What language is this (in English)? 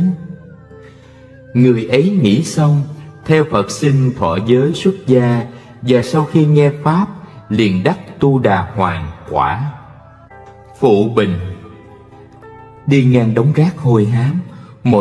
Vietnamese